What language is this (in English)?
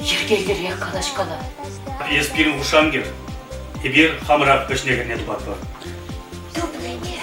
Chuvash